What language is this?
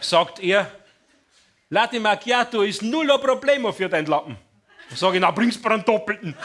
Bavarian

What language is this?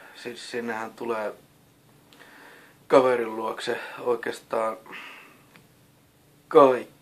Finnish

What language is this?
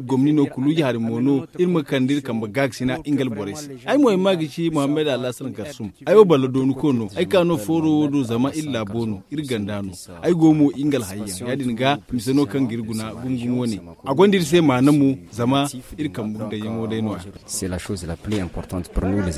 Zarma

